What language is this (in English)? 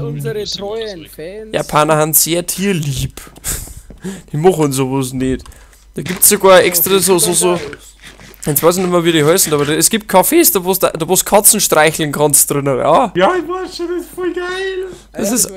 Bavarian